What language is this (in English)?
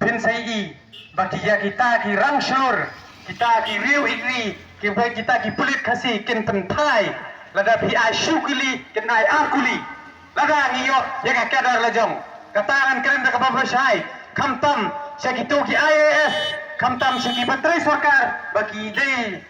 Khasi